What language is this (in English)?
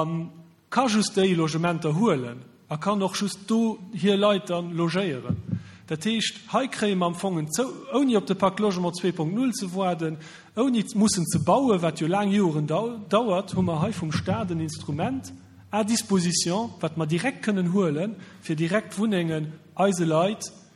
Luxembourgish